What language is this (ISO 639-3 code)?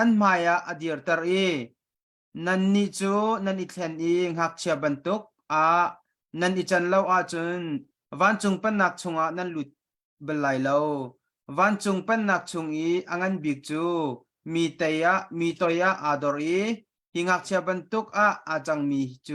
cnh